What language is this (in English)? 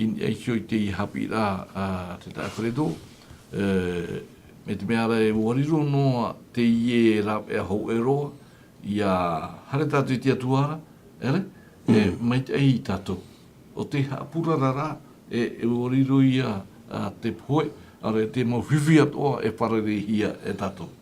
Tahitian